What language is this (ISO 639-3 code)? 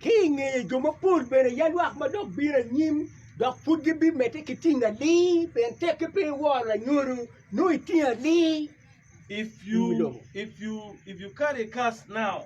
ach